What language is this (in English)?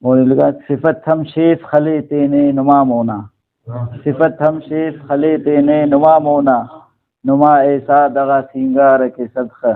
Brahui